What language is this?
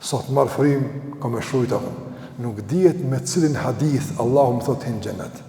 Albanian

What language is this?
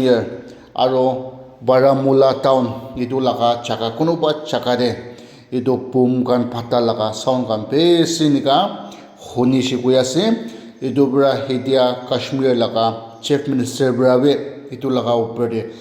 Naga Pidgin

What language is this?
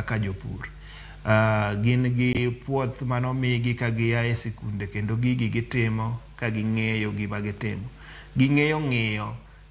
Luo (Kenya and Tanzania)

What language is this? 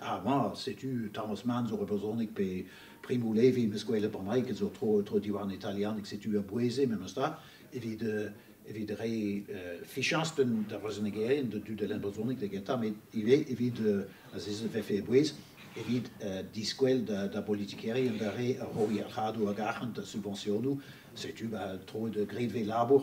Breton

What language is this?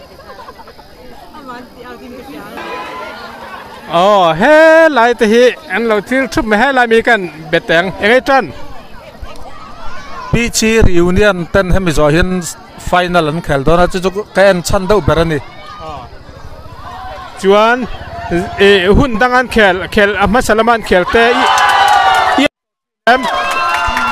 Mizo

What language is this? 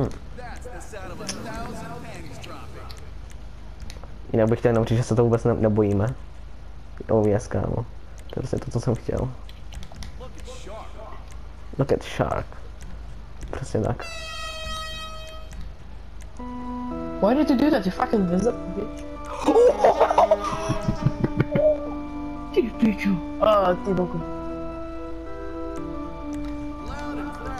Czech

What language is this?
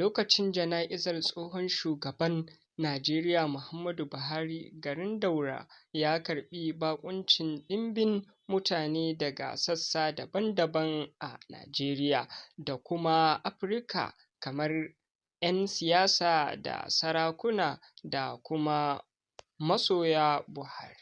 Hausa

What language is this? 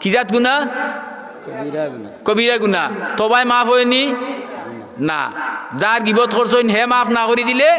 Sylheti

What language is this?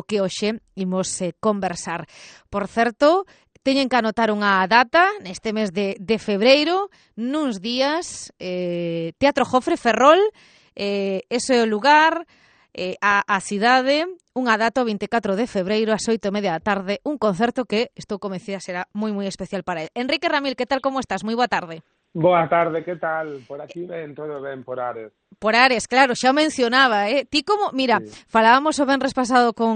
Galician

